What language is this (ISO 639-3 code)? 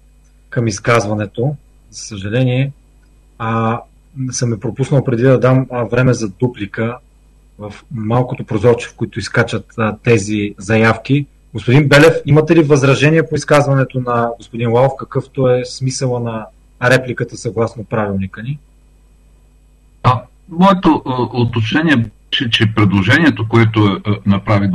bul